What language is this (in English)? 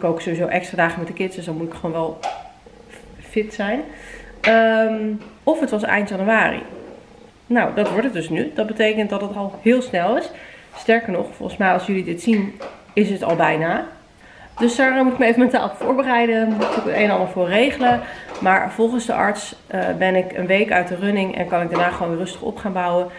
Dutch